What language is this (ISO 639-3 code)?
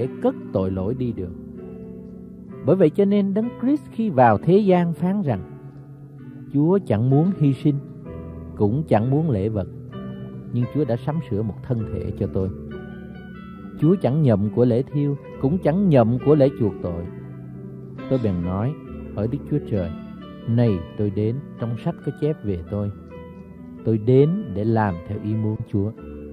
vie